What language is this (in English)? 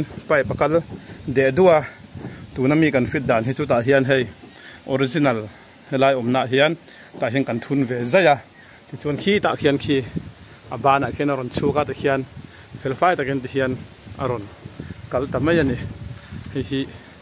Mizo